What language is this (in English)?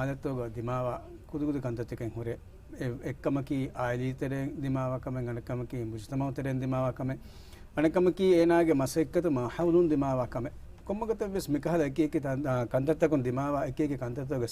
Divehi